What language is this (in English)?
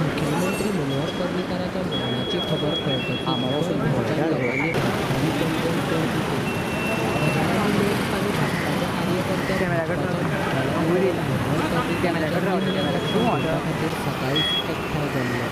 Konkani